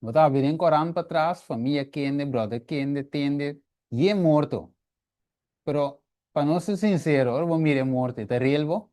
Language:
Papiamento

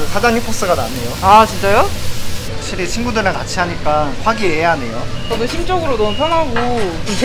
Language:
Korean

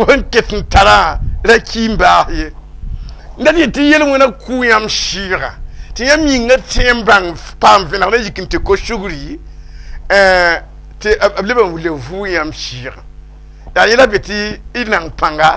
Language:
Mossi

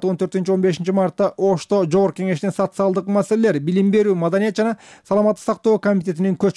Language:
Kyrgyz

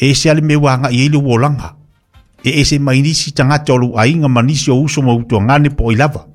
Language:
Samoan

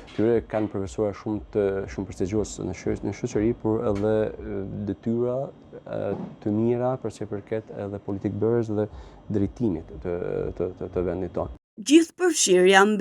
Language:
Albanian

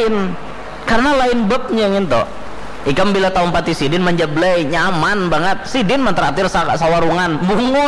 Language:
Banjar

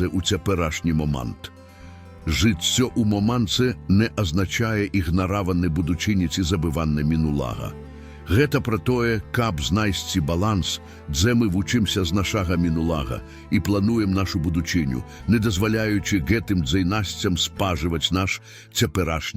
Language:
Belarusian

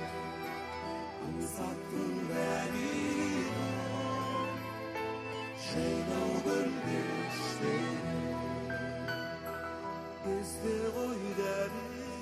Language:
Kazakh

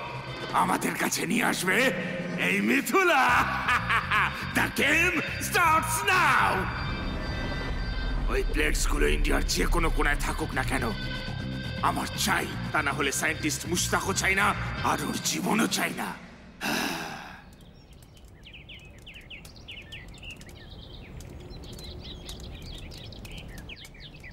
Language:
Bangla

